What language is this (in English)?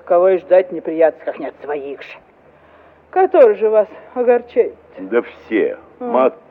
Russian